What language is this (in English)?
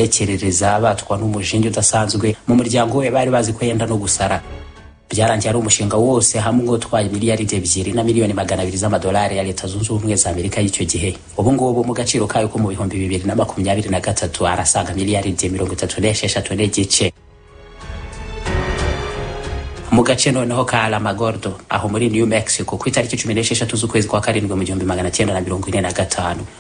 Kinyarwanda